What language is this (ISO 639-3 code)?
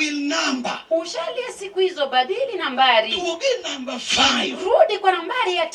luo